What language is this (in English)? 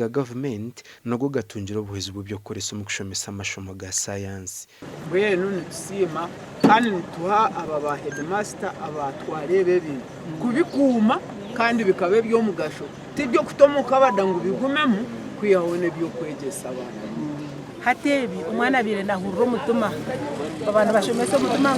Nyankole